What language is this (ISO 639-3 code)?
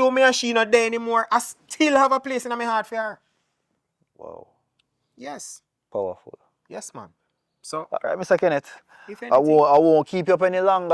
jam